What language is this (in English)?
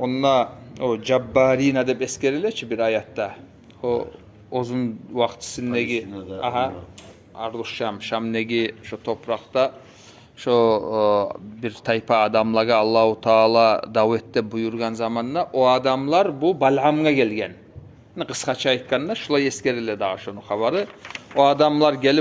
Kumyk